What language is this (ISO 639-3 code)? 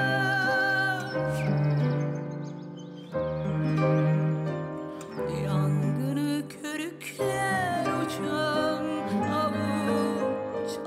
fas